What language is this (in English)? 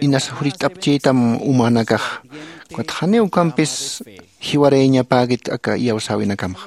Aymara